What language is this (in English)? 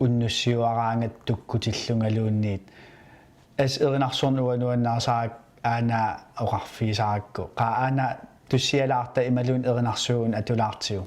Kalaallisut